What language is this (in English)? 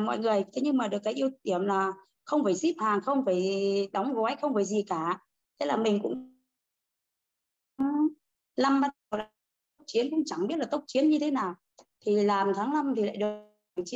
Vietnamese